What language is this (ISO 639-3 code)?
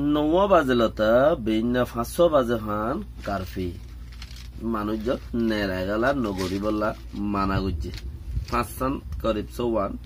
rhg